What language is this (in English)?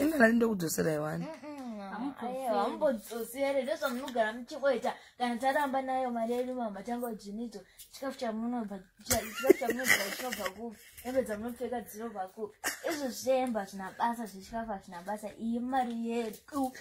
Shona